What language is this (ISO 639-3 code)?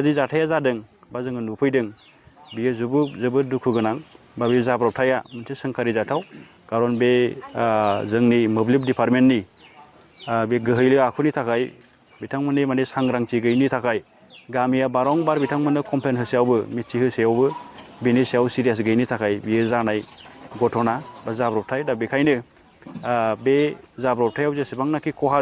brx